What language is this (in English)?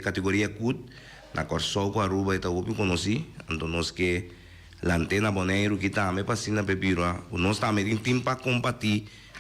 Papiamento